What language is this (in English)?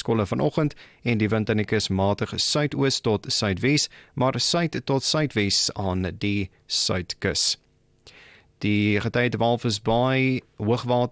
Afrikaans